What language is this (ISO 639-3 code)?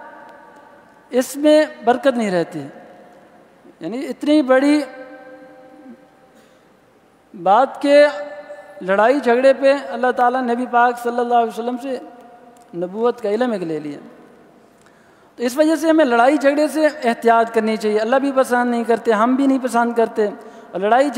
urd